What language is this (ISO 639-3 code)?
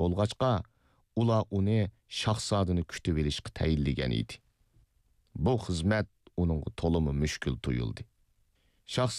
uig